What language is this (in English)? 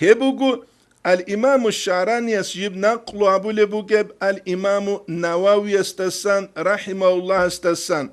Avaric